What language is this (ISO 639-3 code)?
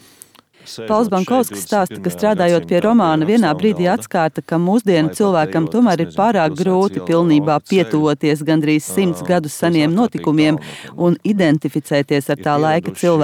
lav